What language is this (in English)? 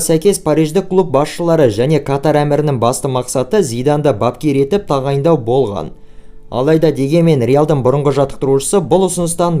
Kazakh